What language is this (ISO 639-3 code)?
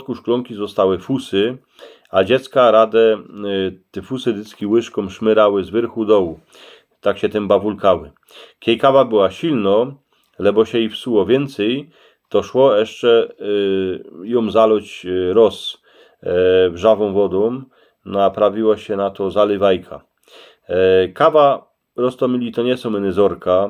szl